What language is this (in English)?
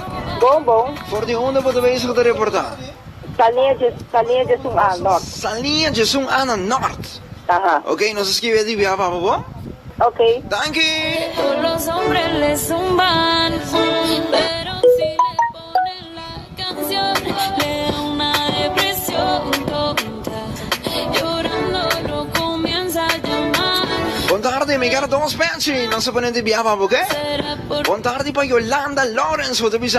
Papiamento